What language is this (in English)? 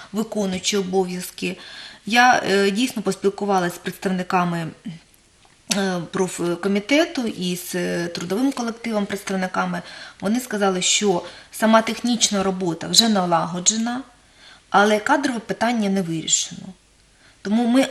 Ukrainian